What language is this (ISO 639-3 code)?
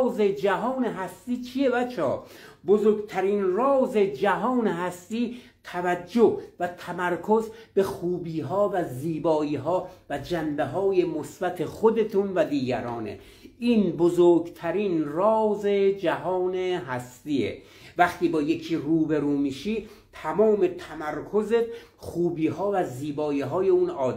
fas